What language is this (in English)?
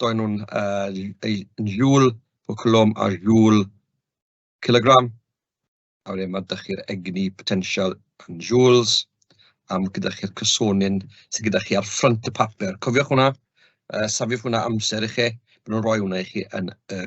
Welsh